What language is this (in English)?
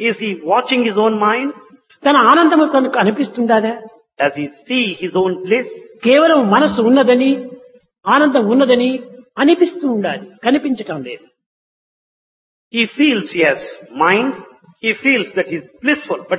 Telugu